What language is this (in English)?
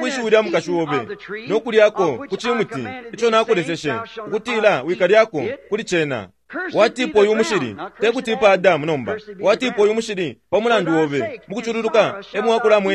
Bemba